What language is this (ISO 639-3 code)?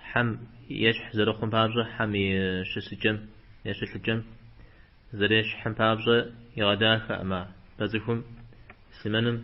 kbd